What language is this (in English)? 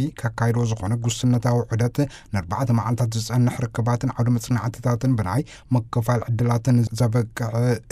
Tigrinya